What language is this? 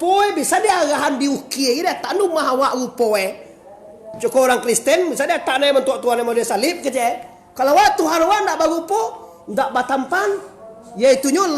Minangkabau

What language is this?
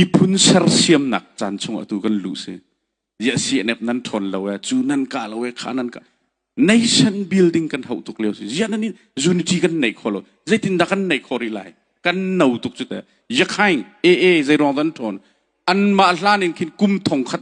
Hakha Chin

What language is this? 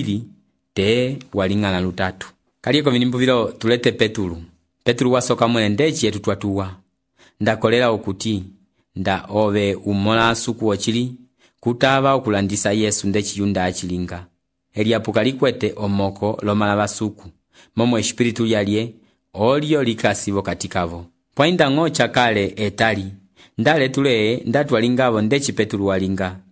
Umbundu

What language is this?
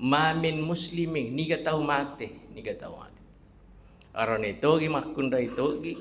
Buginese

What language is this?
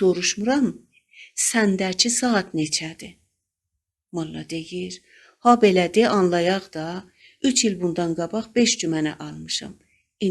South Azerbaijani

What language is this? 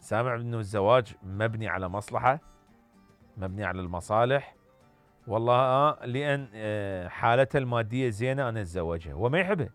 Mesopotamian Arabic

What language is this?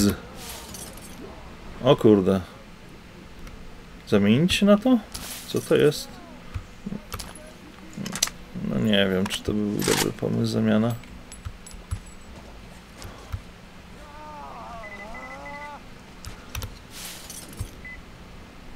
Polish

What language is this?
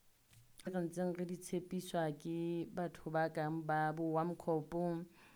Southern Sotho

